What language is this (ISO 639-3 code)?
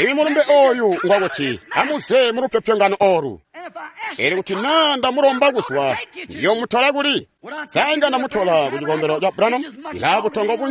toi